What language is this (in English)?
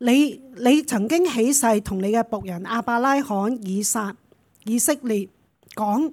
Cantonese